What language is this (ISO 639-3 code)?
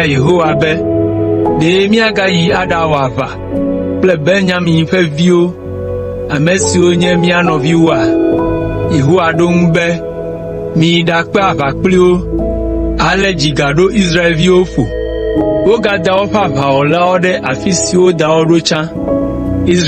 ewe